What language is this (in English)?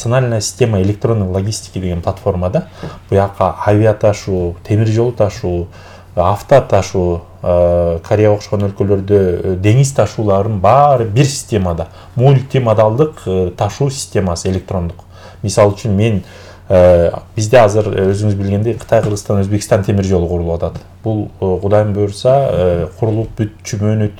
Kyrgyz